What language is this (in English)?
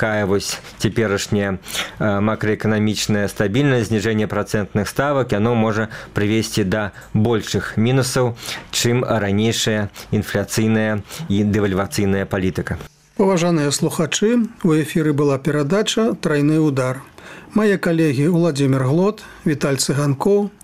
Belarusian